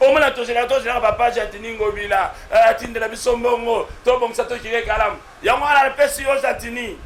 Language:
Lingala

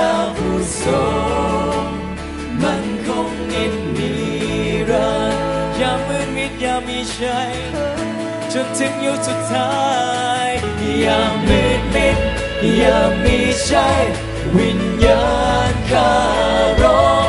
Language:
Thai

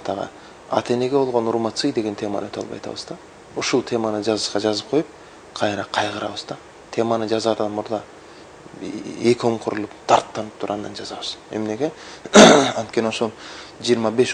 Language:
Kyrgyz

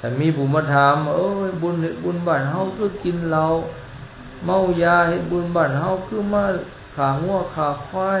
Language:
Lao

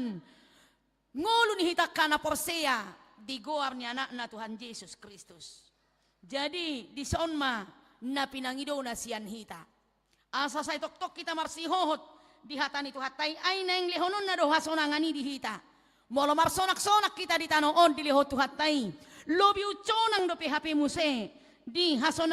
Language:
Batak Toba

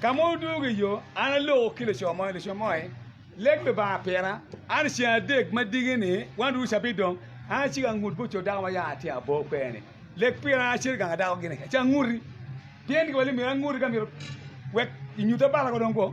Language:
Acoli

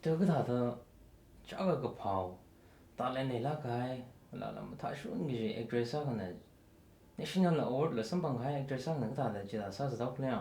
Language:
Tangkhul Naga (India)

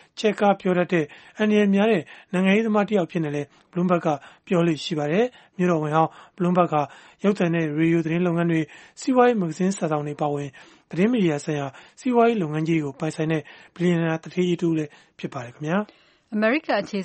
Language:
Burmese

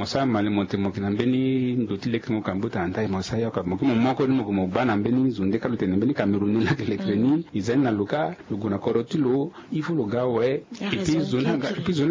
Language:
Sango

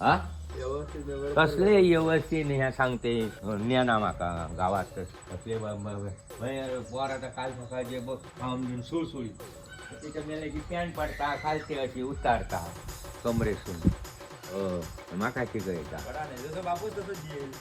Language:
Konkani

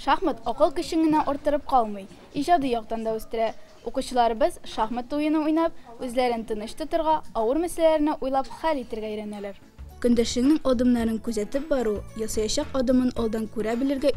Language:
Tatar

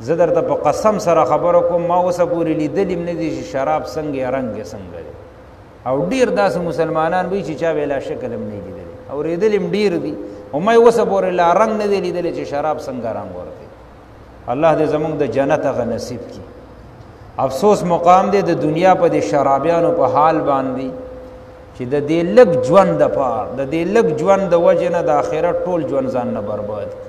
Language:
Pashto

